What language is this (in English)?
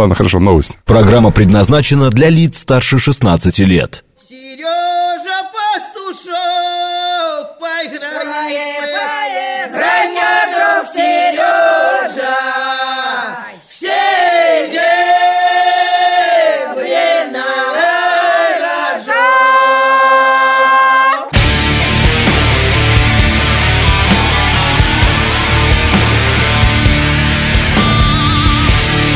Russian